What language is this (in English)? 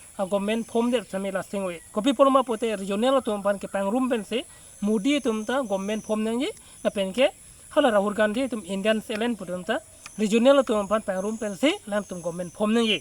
Karbi